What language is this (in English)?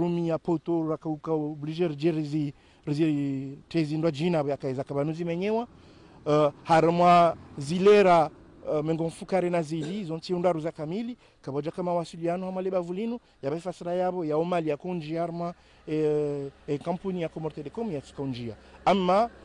Ngazidja Comorian